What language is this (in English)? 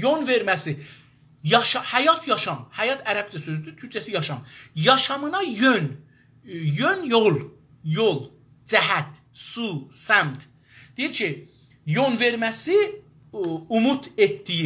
South Azerbaijani